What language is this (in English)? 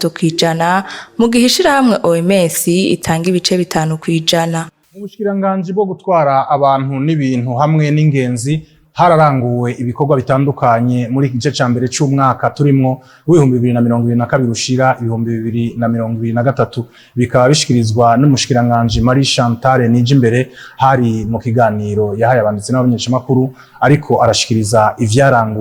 Rundi